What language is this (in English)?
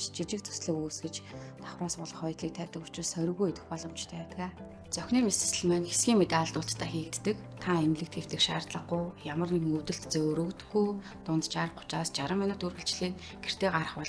Mongolian